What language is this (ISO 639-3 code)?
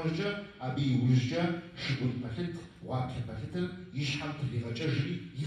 kbd